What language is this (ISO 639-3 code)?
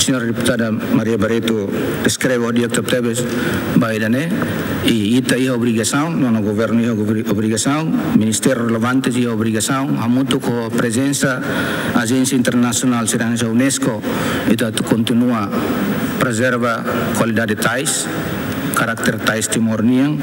tet